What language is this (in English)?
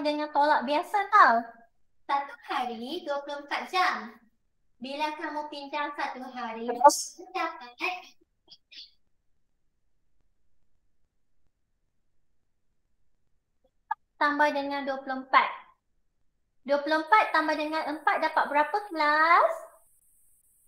Malay